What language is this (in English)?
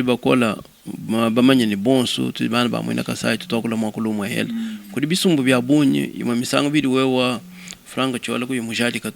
Luba-Lulua